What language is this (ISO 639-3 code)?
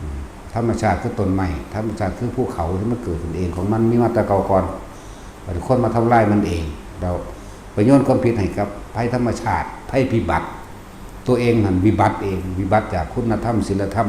tts